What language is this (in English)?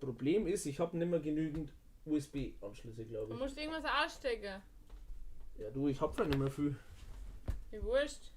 Bavarian